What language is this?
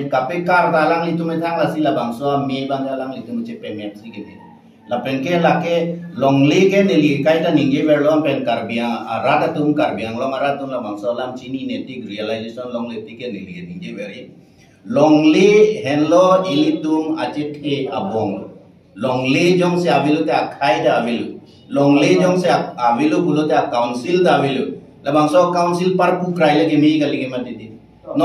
Karbi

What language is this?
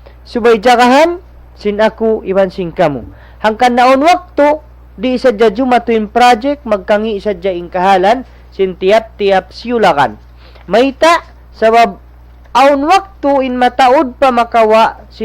Tausug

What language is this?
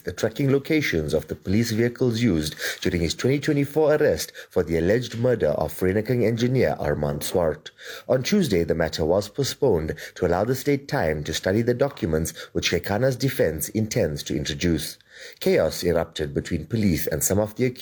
Venda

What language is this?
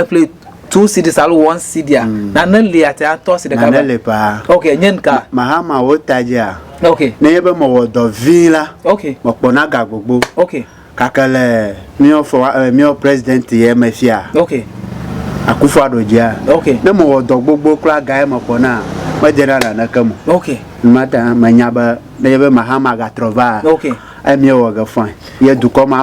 Ewe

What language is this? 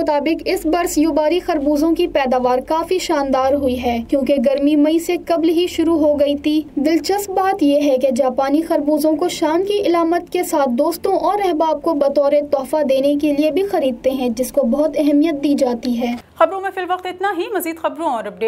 Urdu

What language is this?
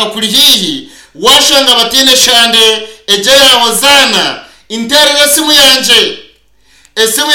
Nyankole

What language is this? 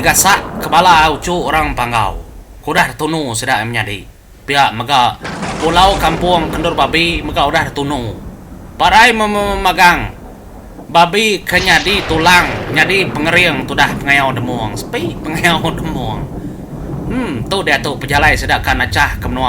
Iban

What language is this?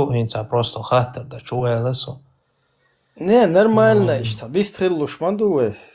Chechen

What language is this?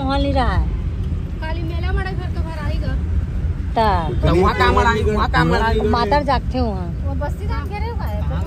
Chhattisgarhi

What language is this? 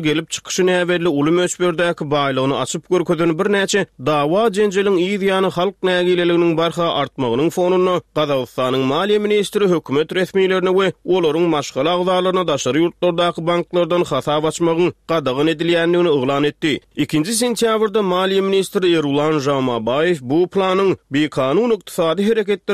Turkmen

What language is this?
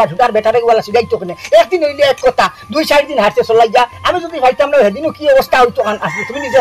Sylheti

